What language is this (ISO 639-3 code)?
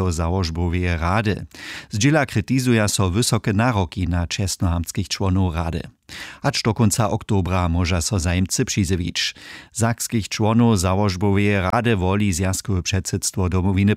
hsb